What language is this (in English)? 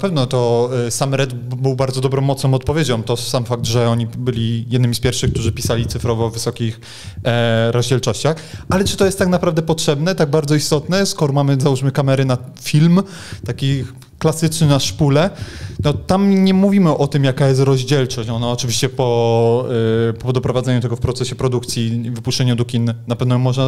Polish